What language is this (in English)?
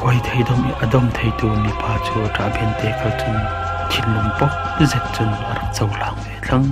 Falam Chin